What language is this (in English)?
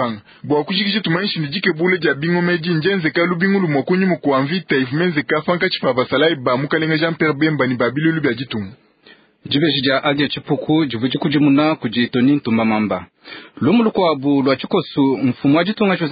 Luba-Lulua